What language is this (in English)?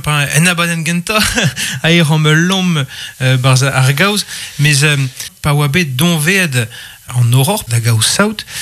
Breton